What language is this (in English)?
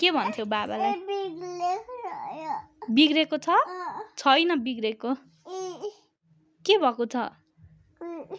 Nepali